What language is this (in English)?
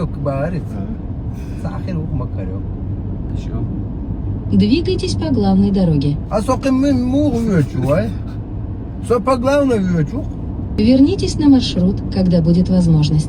Chechen